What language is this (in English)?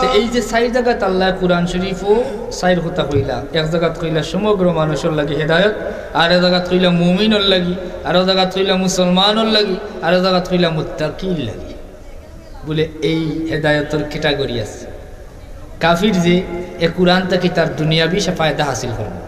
Sylheti